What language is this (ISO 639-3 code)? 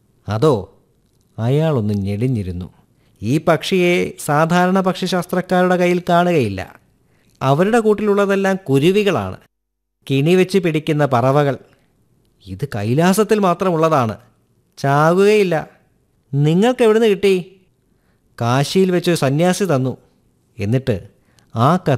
mal